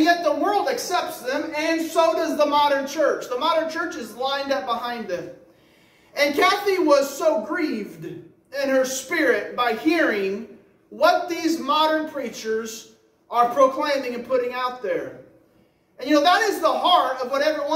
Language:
English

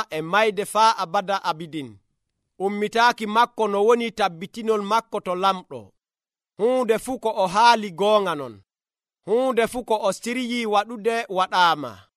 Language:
Nigerian Fulfulde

